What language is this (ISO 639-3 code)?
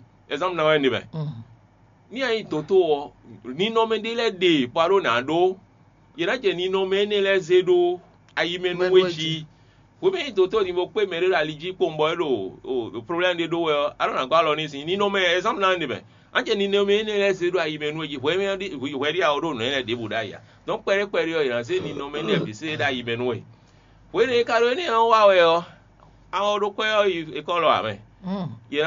fon